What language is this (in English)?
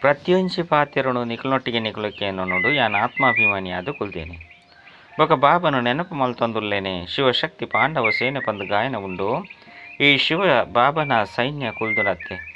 Tulu